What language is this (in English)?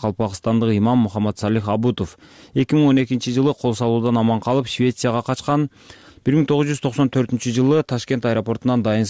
Kyrgyz